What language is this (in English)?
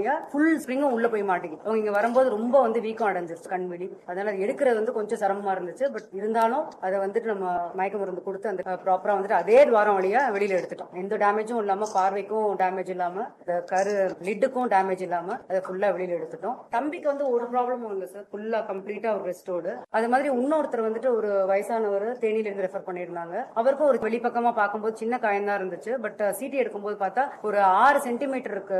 Tamil